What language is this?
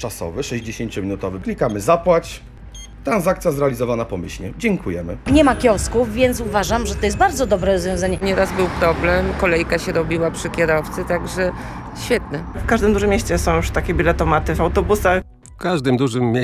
Polish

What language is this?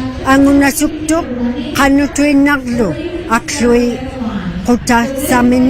Inuktitut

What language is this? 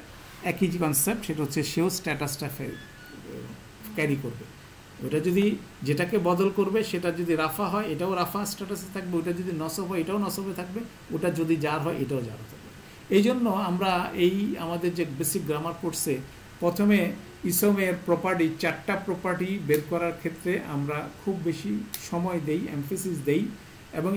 Bangla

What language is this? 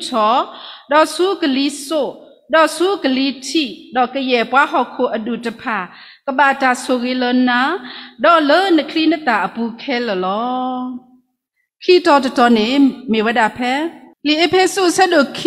S'gaw Karen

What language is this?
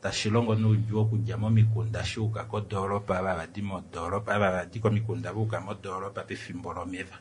Kuanyama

